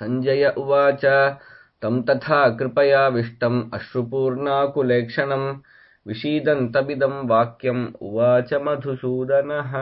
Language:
Sanskrit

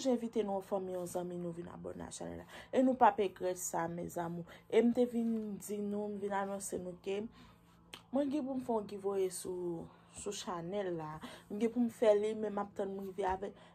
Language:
Haitian Creole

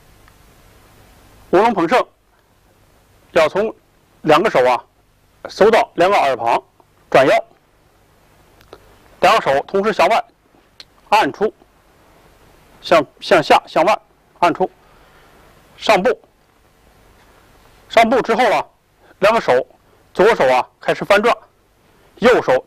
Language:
Chinese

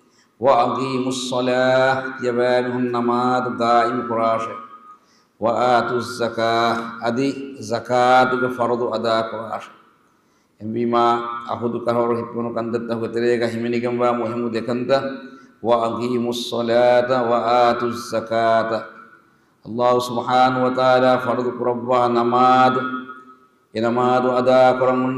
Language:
Divehi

